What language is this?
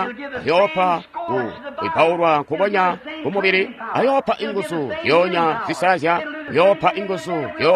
Tonga (Zambia)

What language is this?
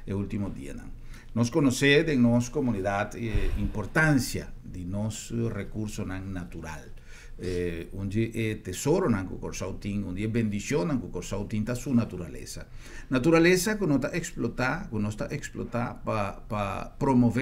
Papiamento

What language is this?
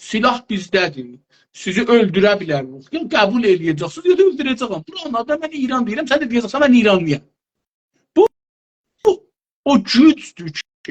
South Azerbaijani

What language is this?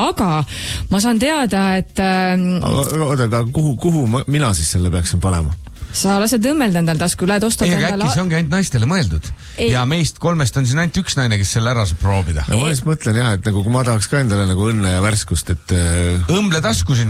Estonian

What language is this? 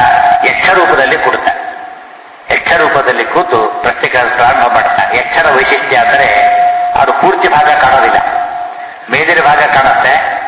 Kannada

